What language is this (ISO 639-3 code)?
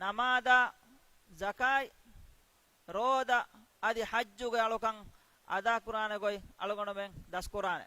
div